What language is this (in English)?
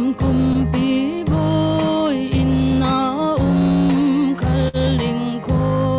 Falam Chin